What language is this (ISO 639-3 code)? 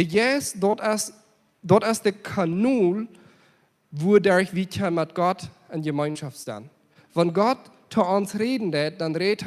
pdt